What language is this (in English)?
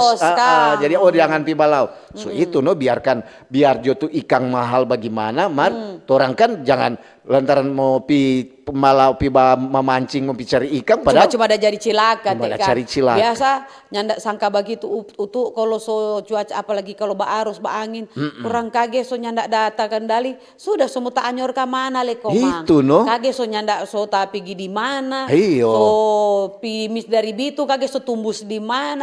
Manado Malay